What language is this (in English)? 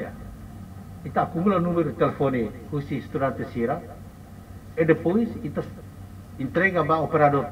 Tetum